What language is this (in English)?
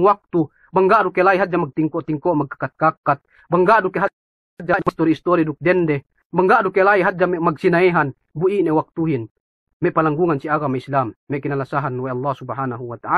Yakan